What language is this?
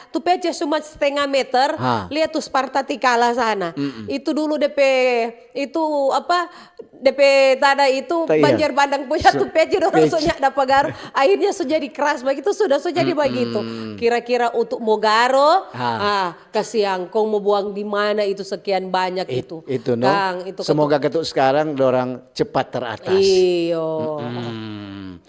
Manado Malay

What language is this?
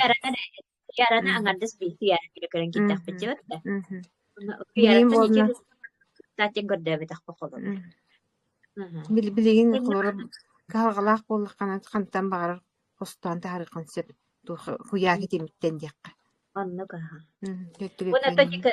Yakut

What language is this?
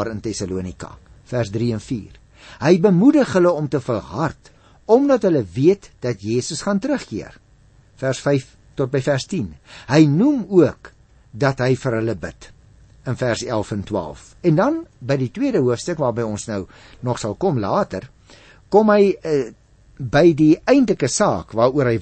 Afrikaans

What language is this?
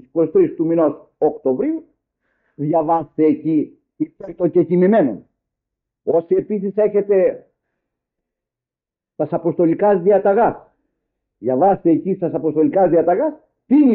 Greek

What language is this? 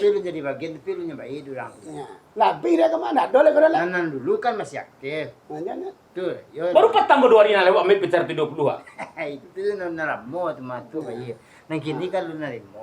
Minangkabau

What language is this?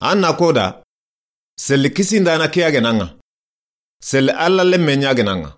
Soninke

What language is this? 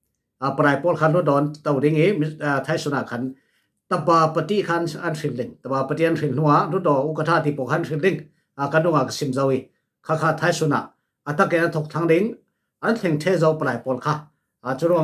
Falam Chin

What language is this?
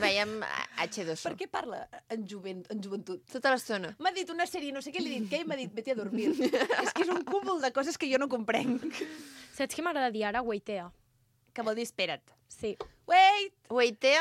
Catalan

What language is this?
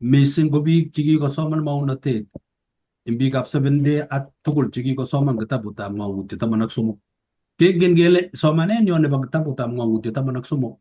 Kalenjin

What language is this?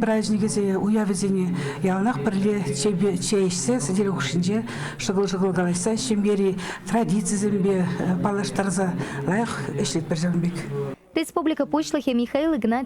Chuvash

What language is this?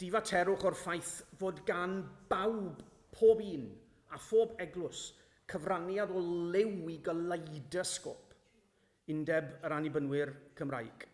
Welsh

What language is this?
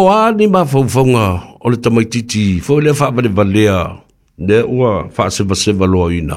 Samoan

